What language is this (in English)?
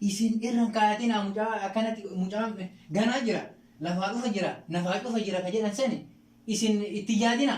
Oromo